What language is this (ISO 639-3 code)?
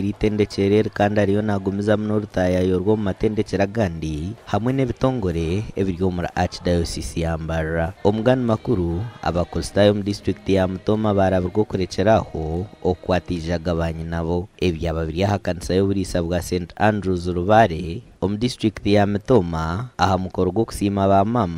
nyn